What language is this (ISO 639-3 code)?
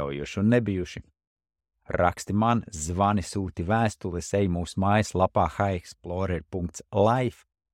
lav